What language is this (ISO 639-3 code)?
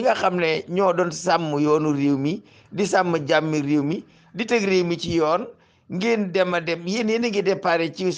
wol